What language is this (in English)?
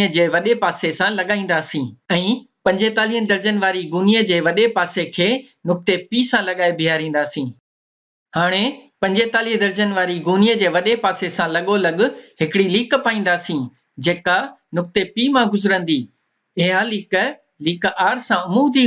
Sindhi